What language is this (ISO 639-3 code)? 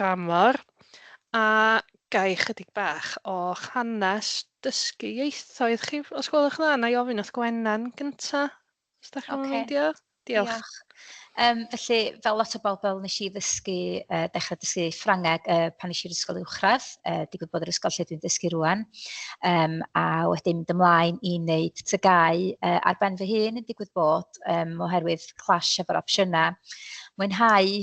cym